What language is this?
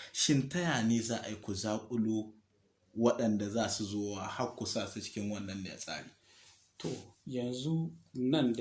Hausa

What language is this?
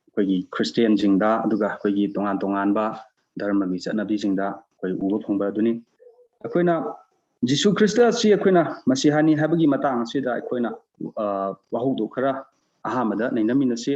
Manipuri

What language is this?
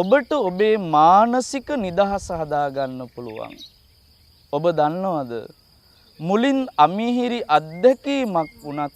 Sinhala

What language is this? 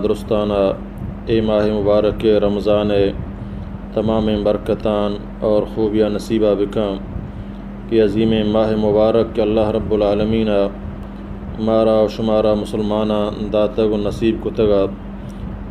Baluchi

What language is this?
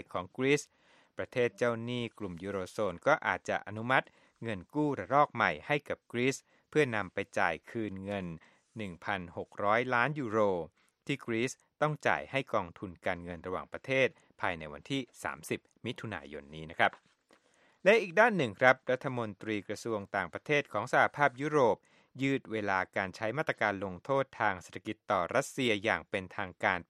Thai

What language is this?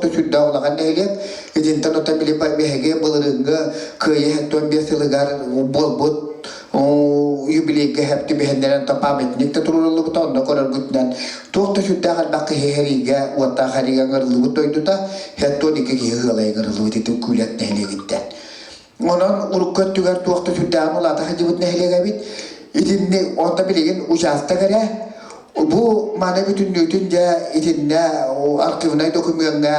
Yakut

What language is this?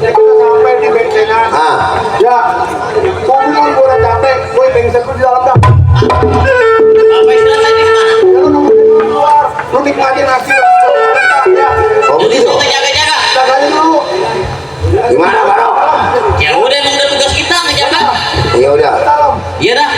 Betawi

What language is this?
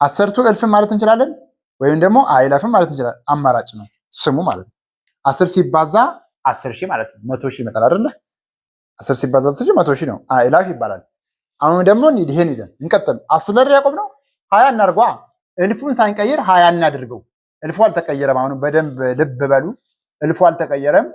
Amharic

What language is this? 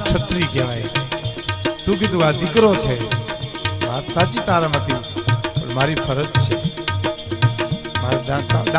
Gujarati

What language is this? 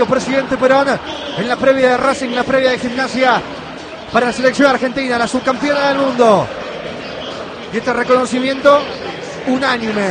Spanish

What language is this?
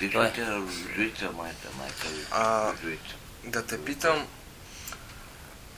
Bulgarian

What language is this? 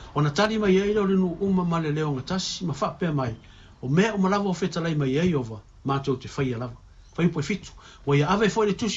Samoan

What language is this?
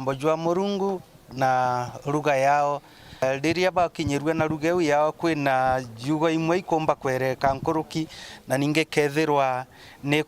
Meru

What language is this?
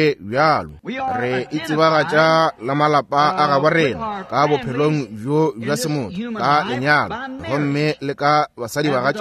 Northern Sotho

